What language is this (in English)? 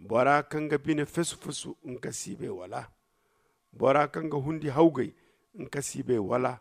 Zarma